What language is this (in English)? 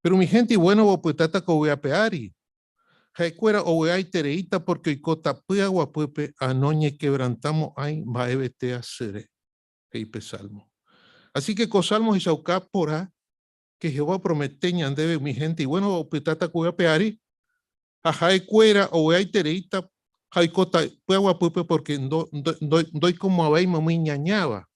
Guarani